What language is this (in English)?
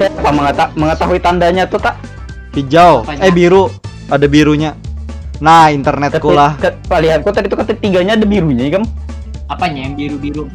Banjar